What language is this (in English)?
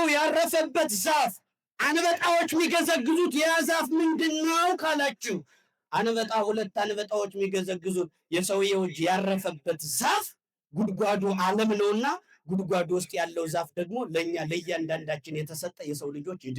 Amharic